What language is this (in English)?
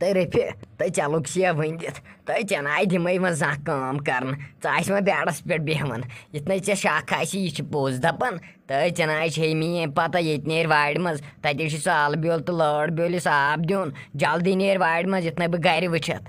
Kashmiri